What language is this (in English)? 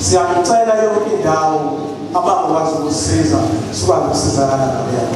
Zulu